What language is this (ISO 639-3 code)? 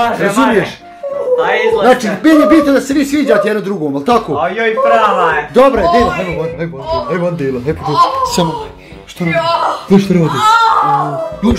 bos